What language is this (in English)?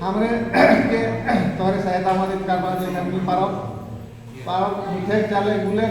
Sadri